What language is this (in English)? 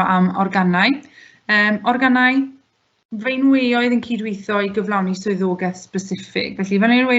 Welsh